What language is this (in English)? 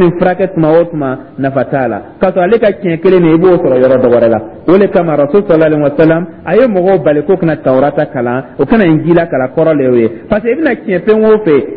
Dyula